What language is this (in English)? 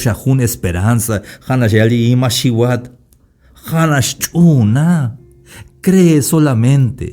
Tzeltal